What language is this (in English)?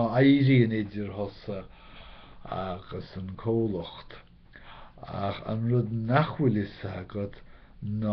Irish